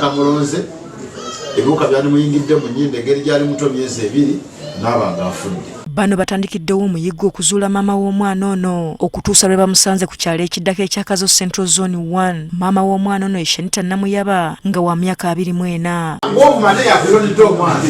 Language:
Ganda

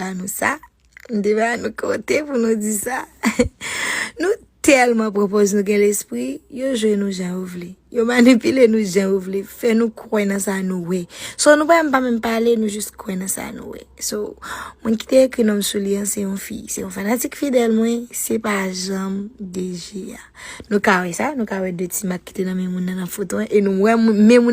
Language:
Haitian Creole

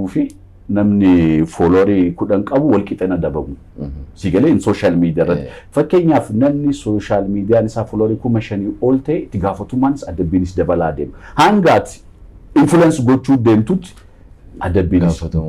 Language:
Oromo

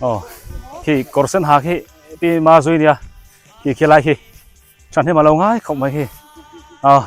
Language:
Biete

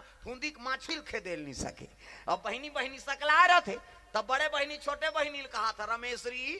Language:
Chhattisgarhi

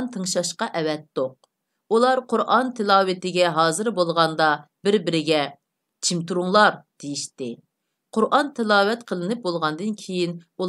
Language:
Uyghur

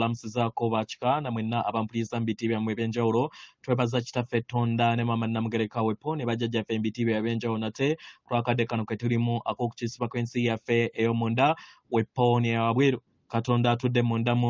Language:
Ganda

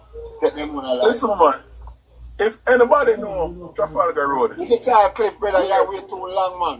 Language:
Jamaican Creole English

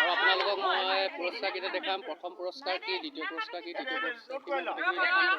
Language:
Assamese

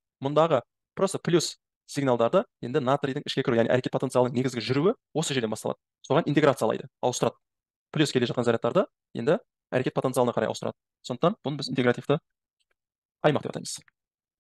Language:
Kazakh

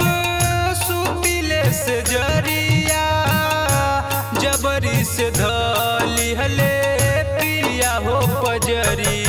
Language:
Bhojpuri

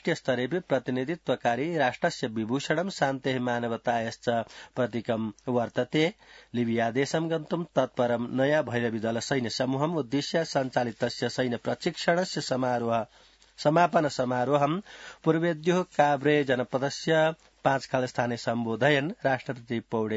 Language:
Sanskrit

